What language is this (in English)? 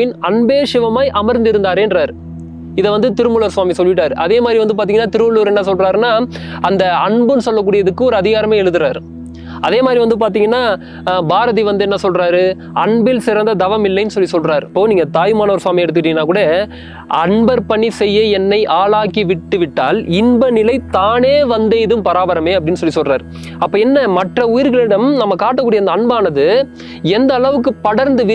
Tamil